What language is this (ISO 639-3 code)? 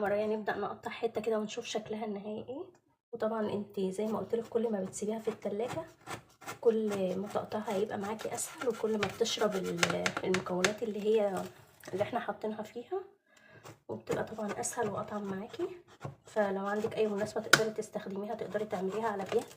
arz